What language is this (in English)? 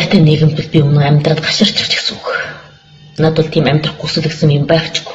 Mongolian